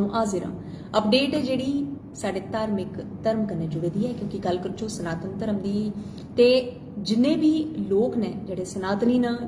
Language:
Dogri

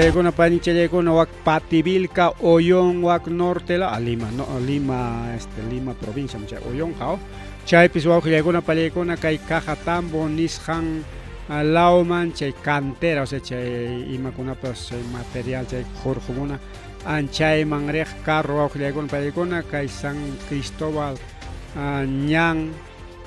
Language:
Ayacucho Quechua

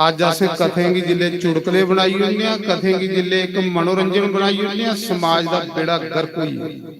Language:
Dogri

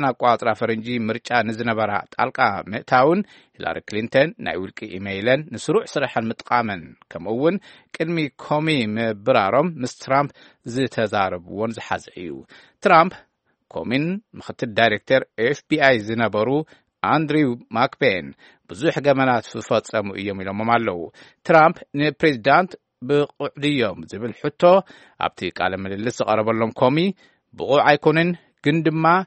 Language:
Tigrinya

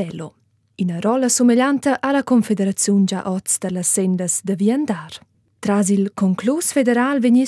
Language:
Romansh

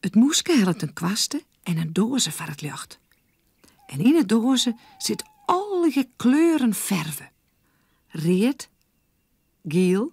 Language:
Western Frisian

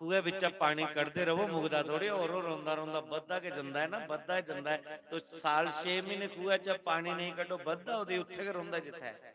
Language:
Dogri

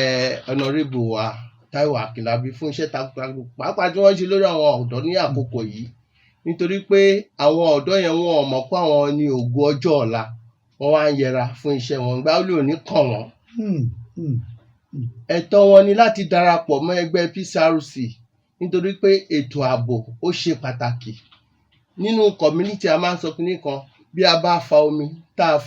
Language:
Yoruba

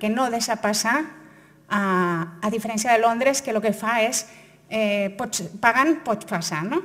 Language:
Catalan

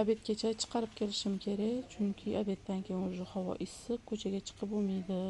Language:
Uzbek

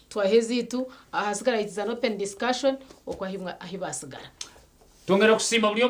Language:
Nyankole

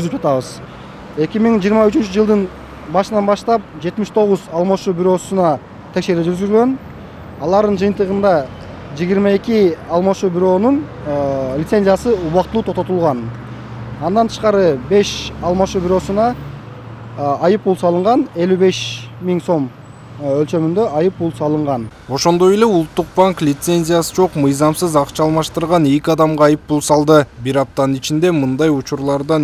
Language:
Kyrgyz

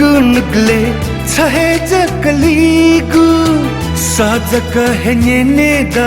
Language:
Newari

